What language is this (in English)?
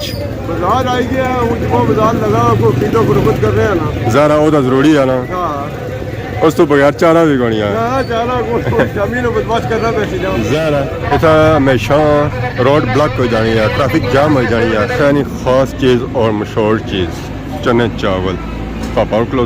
Pahari-Potwari